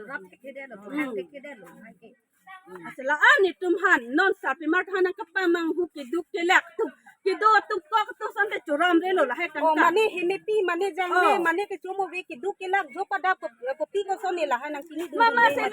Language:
Karbi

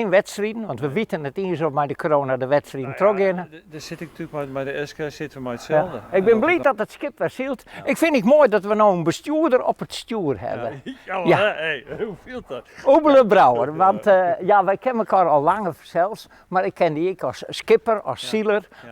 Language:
Western Frisian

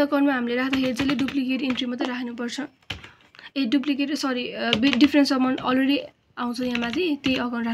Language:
Nepali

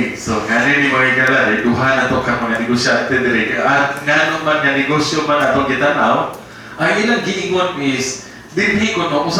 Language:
Cebuano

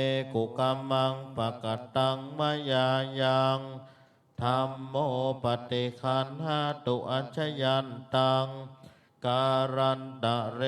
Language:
Pali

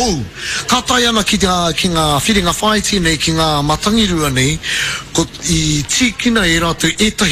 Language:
Māori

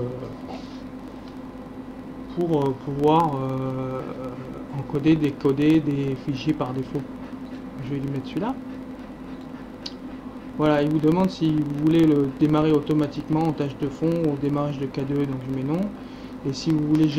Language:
French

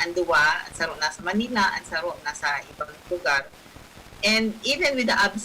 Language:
Bikol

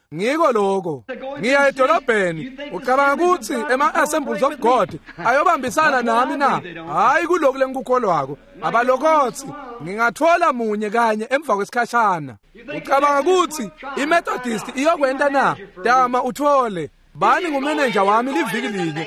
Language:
Swati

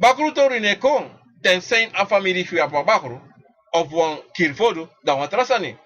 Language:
Sranan Tongo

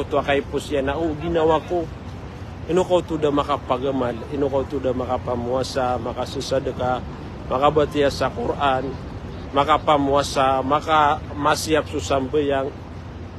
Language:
Maranao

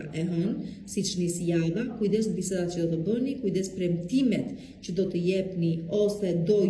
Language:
Albanian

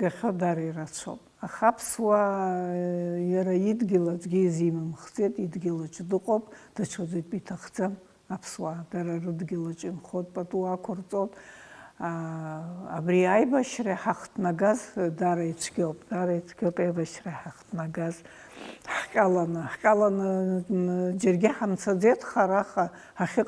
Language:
Abkhazian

